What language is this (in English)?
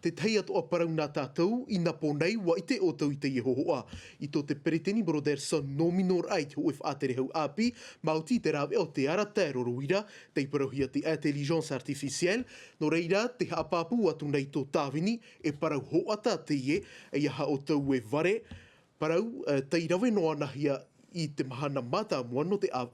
Tahitian